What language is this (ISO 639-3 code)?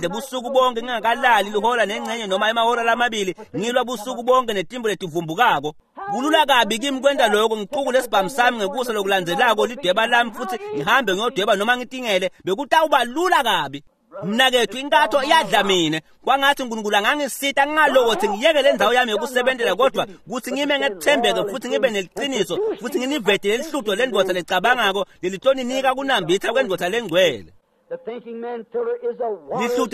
ssw